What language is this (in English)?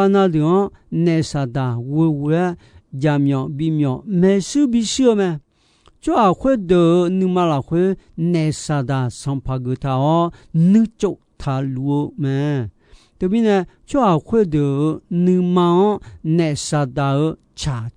Akha